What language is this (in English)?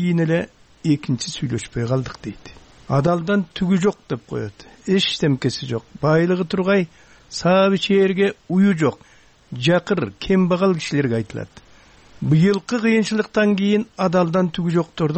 Kyrgyz